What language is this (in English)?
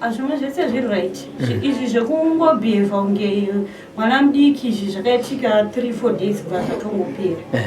Shona